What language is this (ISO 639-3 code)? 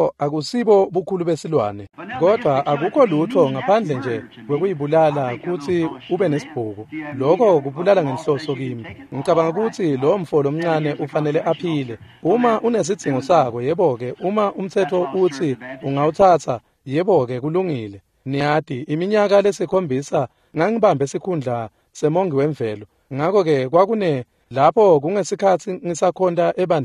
ssw